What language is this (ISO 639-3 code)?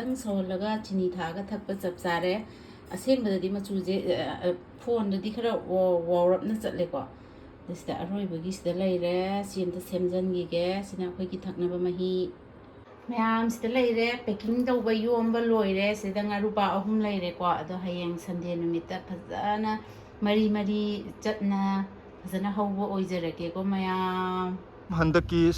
mni